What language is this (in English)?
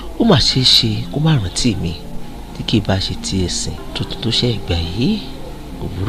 Yoruba